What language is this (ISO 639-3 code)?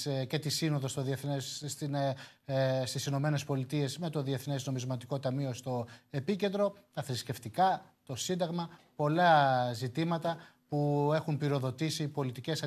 ell